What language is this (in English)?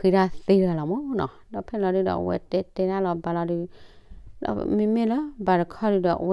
S'gaw Karen